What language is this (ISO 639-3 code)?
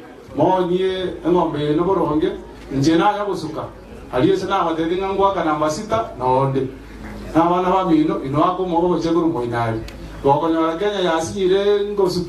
guz